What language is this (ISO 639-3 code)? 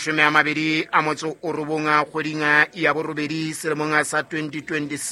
sot